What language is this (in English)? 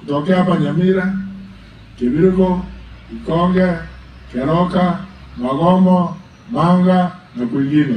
Gusii